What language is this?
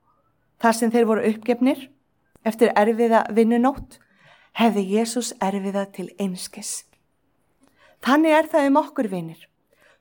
Icelandic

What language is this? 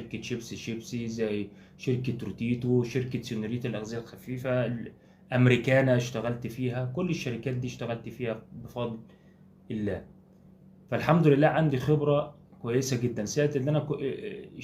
Egyptian Arabic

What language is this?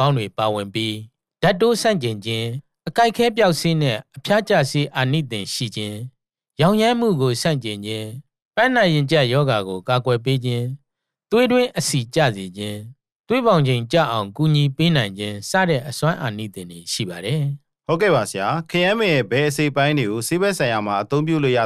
Burmese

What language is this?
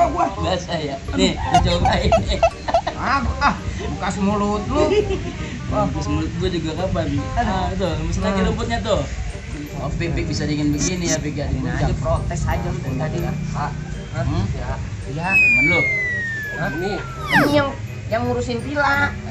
Betawi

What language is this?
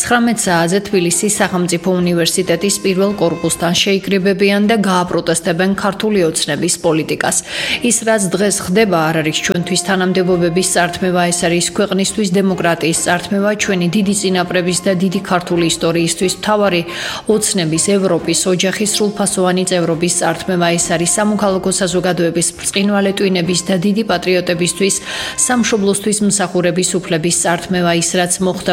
Georgian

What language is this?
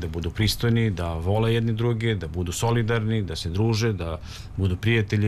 Serbian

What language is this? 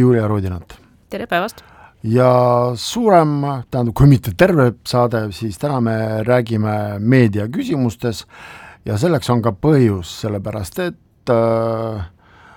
Estonian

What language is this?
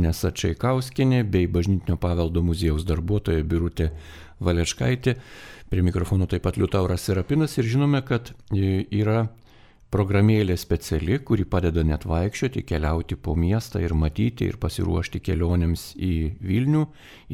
Lithuanian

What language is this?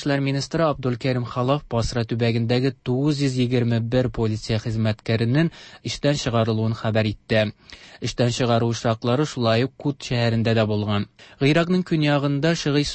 Tatar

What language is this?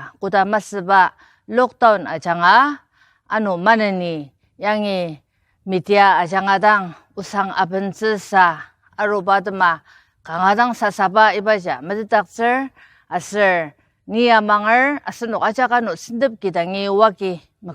Ao Naga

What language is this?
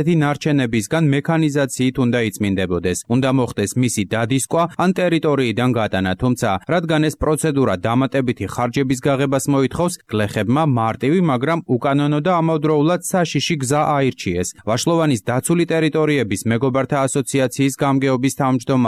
Georgian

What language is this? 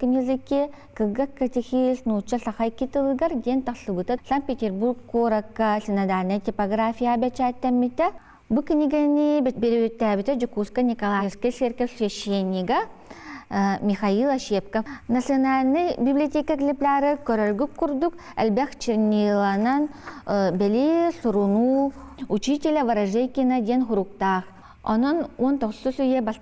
Yakut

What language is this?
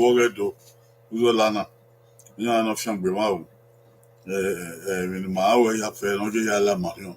Bini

